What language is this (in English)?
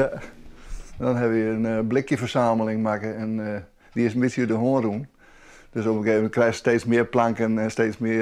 Western Frisian